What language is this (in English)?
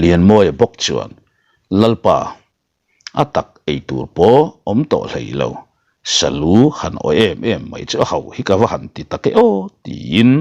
Mizo